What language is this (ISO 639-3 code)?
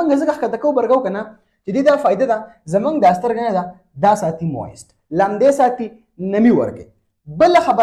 pus